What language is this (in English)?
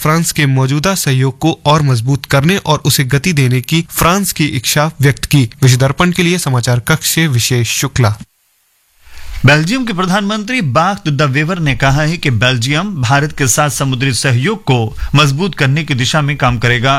Hindi